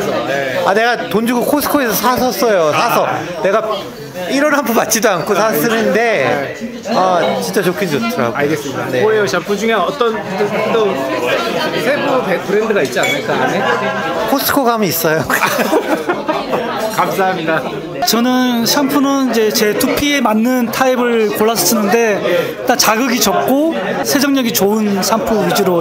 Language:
Korean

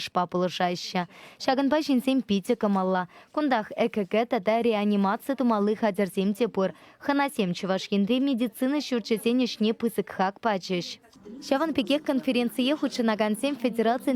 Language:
Chuvash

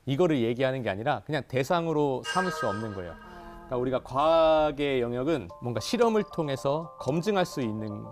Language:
Korean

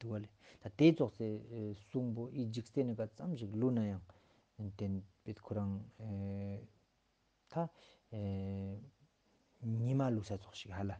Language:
Ladakhi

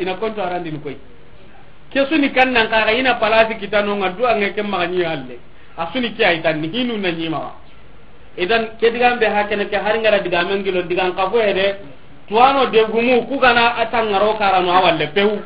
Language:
Soninke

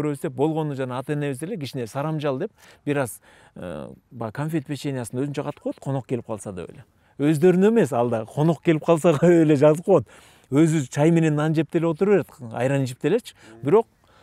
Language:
Kyrgyz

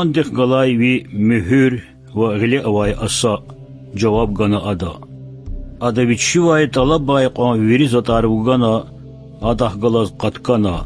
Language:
Lezghian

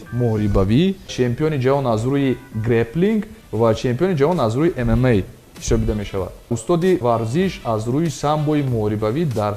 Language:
Tajik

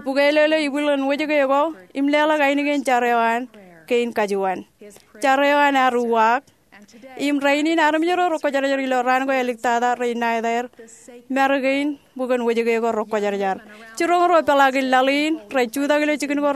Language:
Marshallese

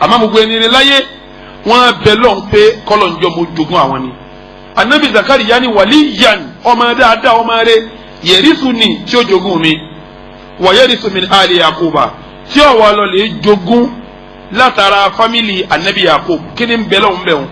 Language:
Yoruba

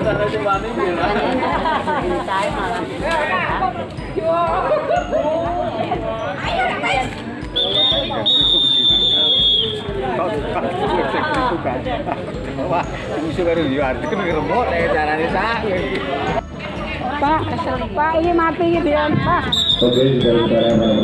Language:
Indonesian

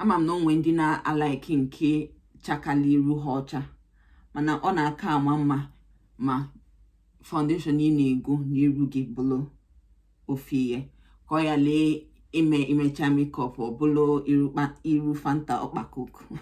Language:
Igbo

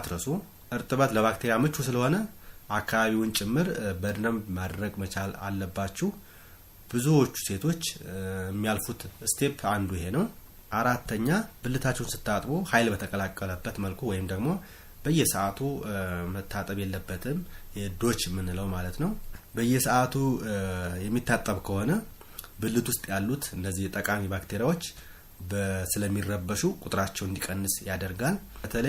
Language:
Amharic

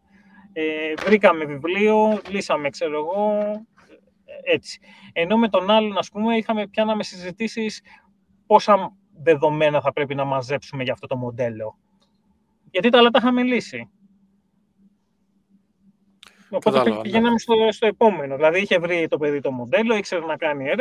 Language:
Greek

